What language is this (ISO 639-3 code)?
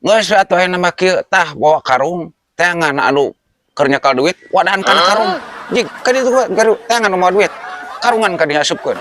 sun